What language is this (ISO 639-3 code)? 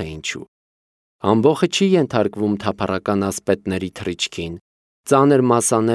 hye